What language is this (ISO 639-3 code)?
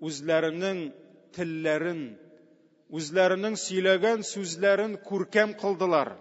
tat